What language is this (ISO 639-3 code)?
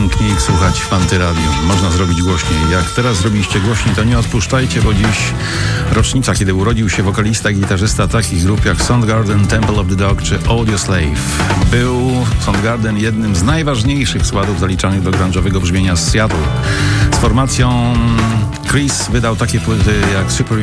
pol